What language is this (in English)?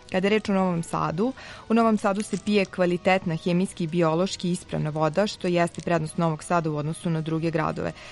Serbian